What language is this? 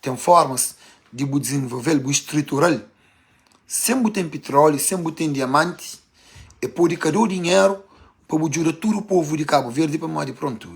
Kabuverdianu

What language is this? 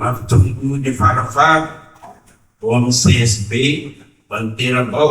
Malagasy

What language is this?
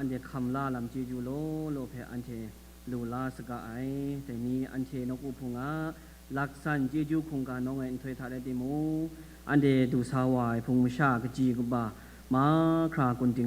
Kachin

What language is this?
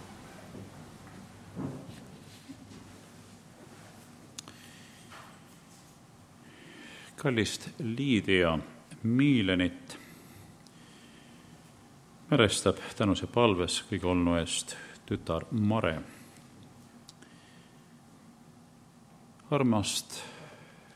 Estonian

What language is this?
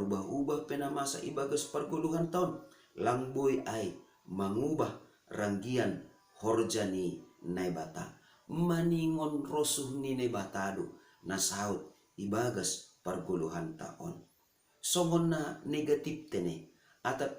Batak Simalungun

